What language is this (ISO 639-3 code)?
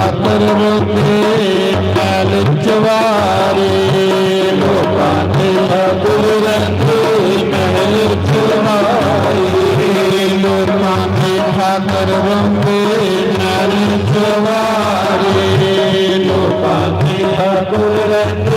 doi